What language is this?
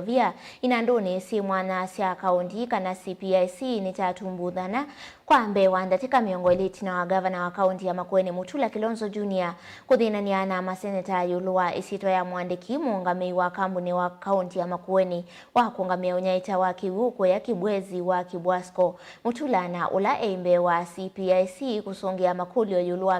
Kamba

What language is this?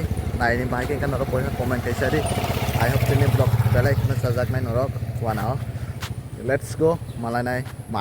Kok Borok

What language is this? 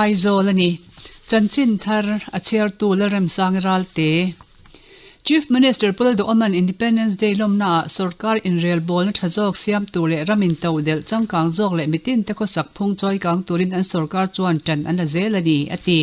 Mizo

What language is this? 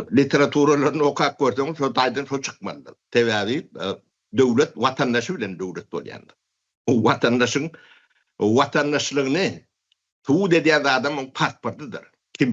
Turkmen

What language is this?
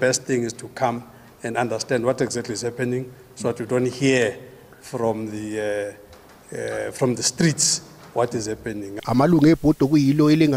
Zulu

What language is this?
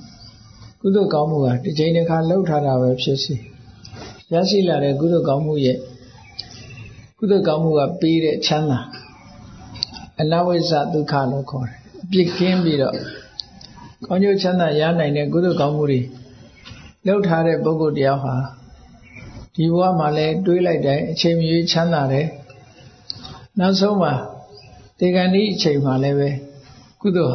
Burmese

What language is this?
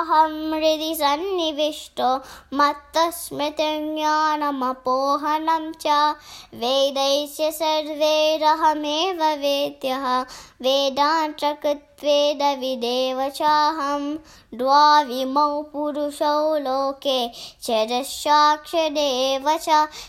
Sanskrit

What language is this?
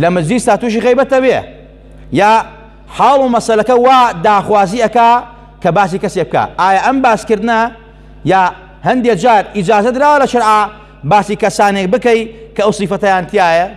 Central Kurdish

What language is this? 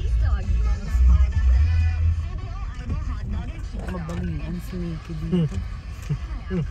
Filipino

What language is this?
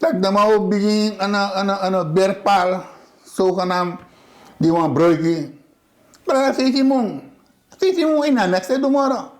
Sranan Tongo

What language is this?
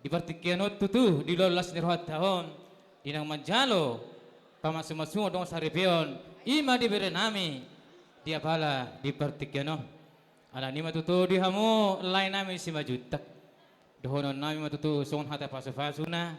Batak Toba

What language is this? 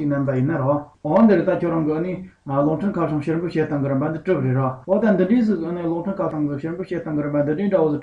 Tibetan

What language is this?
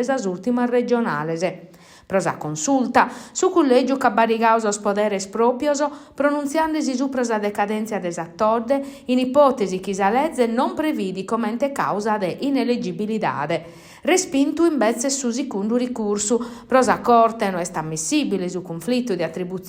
Sardinian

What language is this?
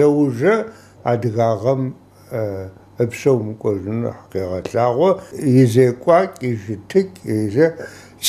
Adyghe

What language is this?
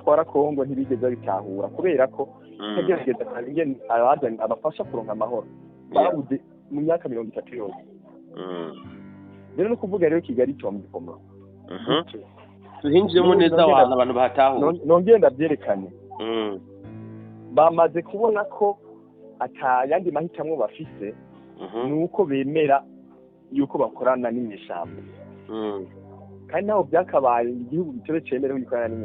Rundi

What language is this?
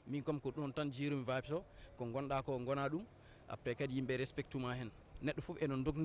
Fula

